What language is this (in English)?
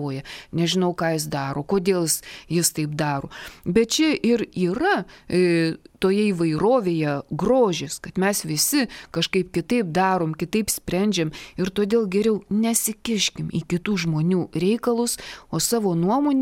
Lithuanian